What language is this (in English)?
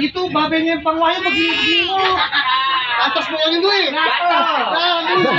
Betawi